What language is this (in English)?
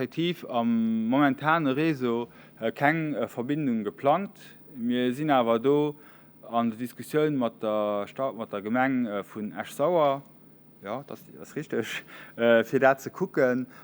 Luxembourgish